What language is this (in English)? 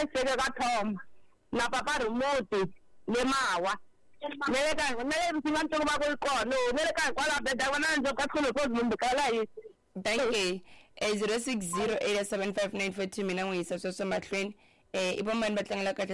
Tsonga